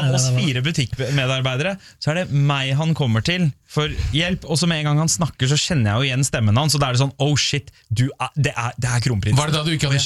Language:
Norwegian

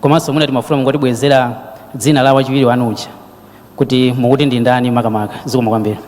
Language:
Nyanja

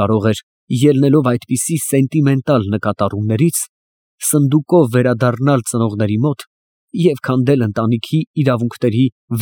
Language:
Armenian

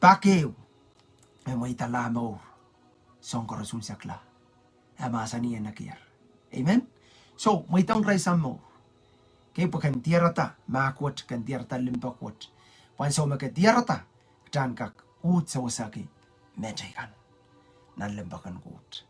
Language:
Pohnpeian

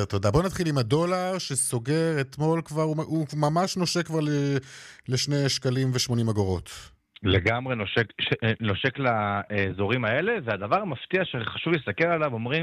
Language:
Hebrew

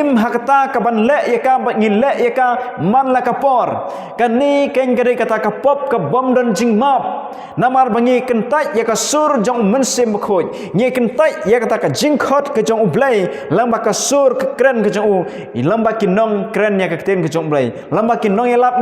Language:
Khasi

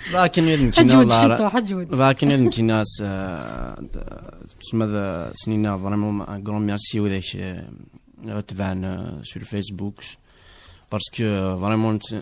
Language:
Kabyle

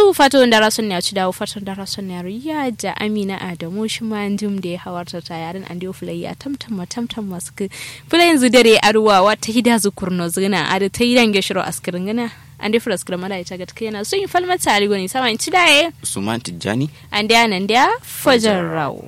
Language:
Kanuri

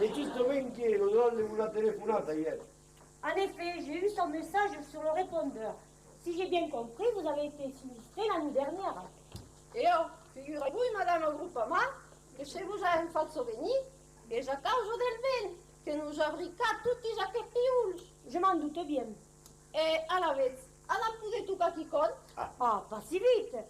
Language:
Occitan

